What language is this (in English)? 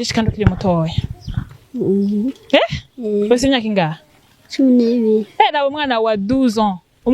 Rundi